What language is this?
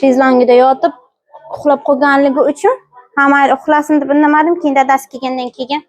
Uzbek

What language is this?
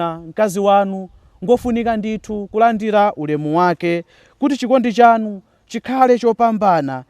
Nyanja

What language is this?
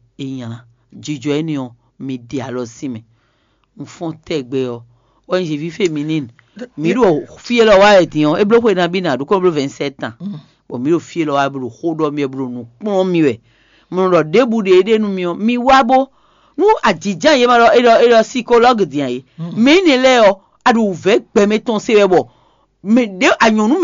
Fon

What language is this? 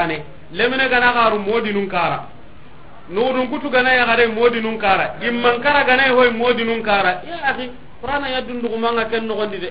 Soninke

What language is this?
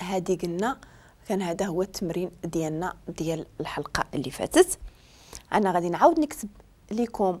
Moroccan Arabic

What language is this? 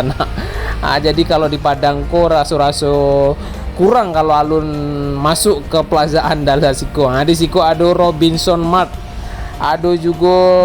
Minangkabau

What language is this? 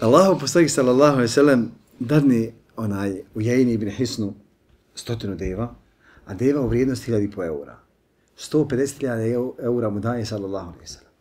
Bosnian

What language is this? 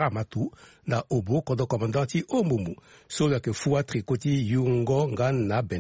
Sango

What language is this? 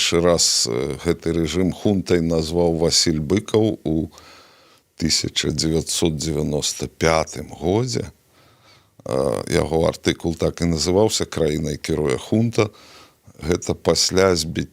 Belarusian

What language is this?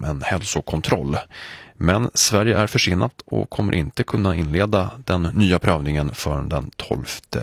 Swedish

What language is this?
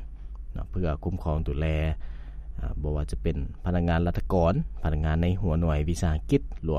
Lao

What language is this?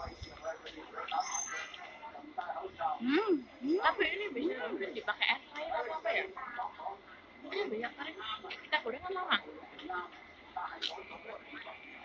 Indonesian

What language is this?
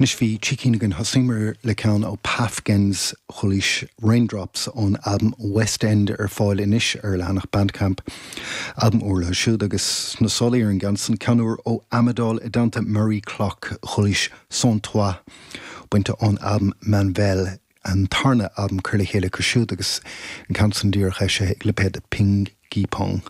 Irish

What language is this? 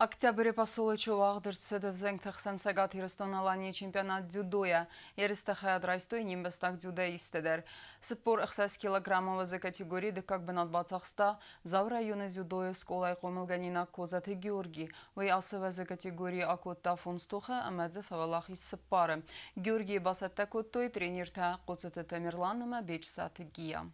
Ossetic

